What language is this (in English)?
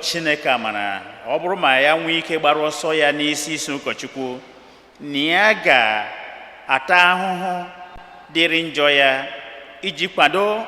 Igbo